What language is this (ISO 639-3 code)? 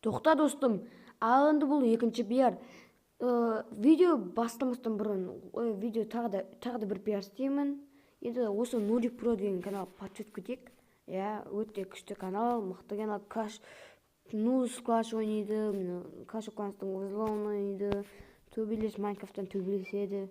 kaz